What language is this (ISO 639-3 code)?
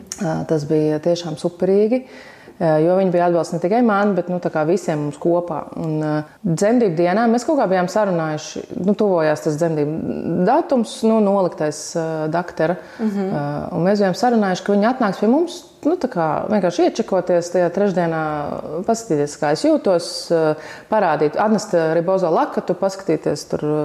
lav